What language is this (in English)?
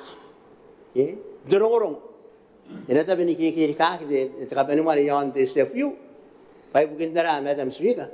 Gilbertese